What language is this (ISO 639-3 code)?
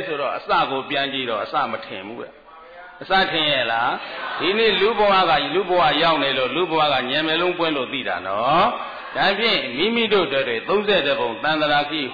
mya